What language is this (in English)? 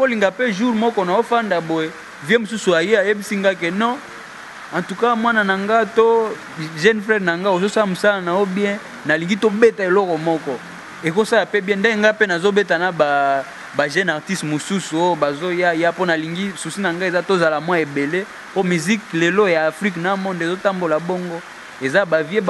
Lingala